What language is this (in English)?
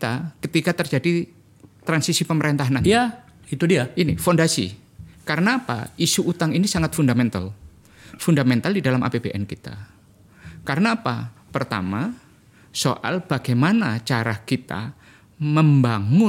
Indonesian